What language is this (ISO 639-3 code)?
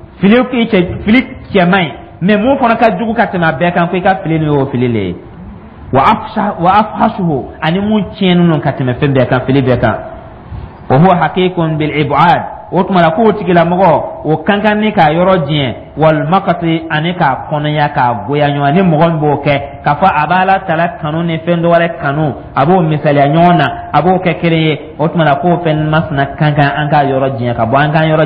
dyu